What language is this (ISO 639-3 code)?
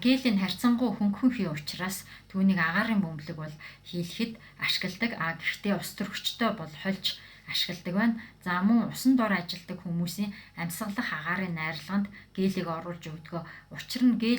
mon